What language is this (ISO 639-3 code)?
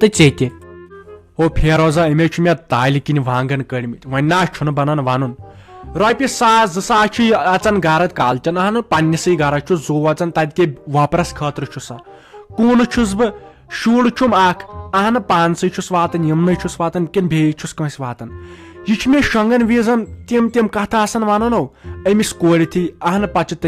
kas